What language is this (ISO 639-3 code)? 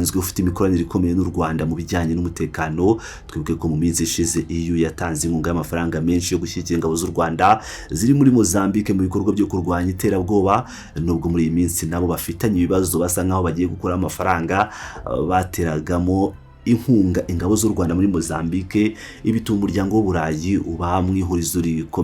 kin